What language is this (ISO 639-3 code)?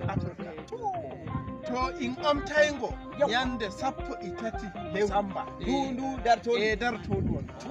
fuv